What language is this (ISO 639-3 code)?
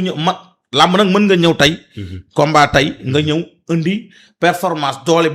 wol